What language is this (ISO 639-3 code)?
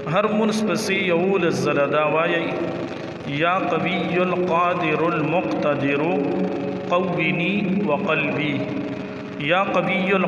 pus